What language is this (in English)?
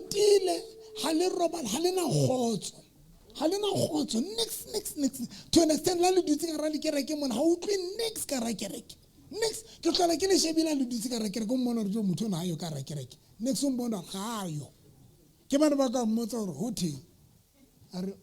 Southern Sotho